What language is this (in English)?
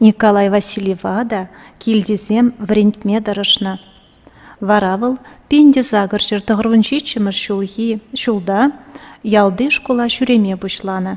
Chuvash